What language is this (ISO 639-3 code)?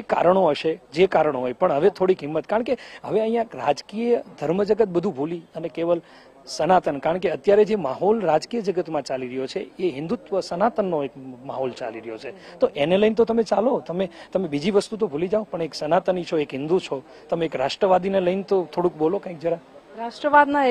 guj